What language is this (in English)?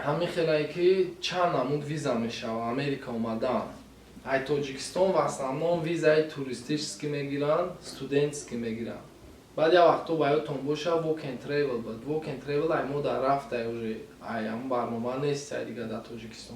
Tajik